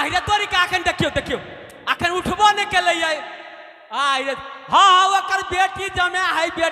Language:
Maithili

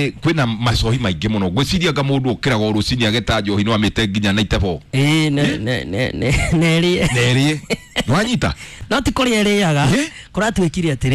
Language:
Kikuyu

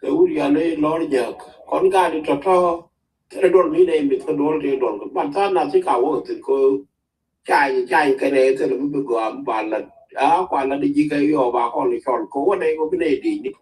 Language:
Nuer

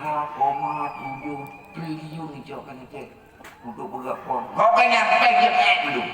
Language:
Achinese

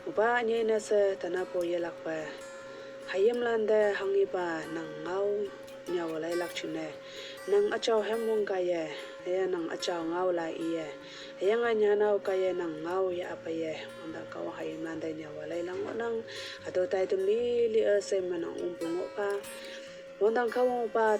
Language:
Konyak Naga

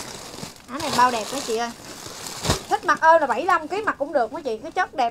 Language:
Vietnamese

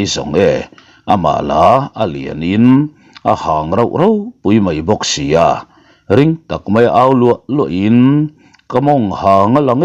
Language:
Mizo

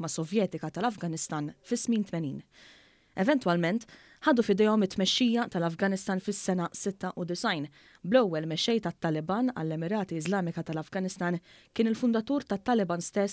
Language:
Maltese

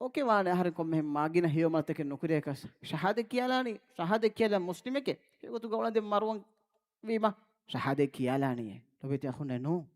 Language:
Divehi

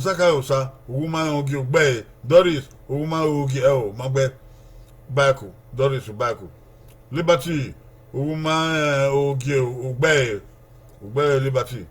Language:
Bini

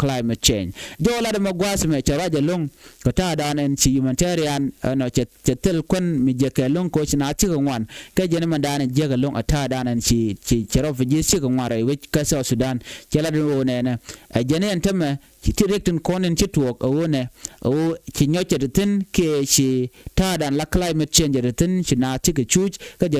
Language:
Nuer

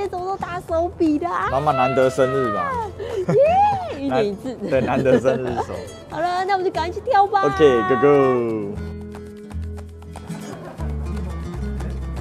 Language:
Chinese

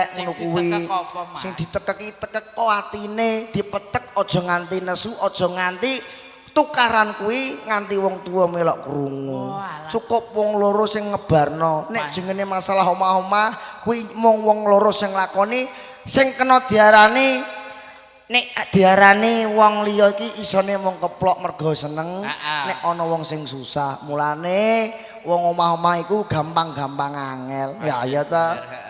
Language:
Javanese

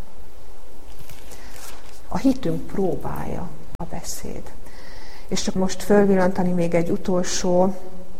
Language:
Hungarian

